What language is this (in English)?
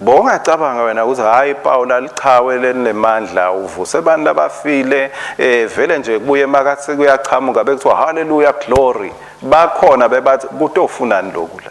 Swati